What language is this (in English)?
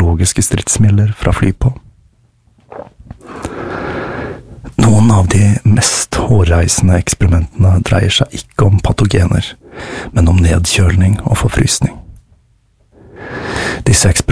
Norwegian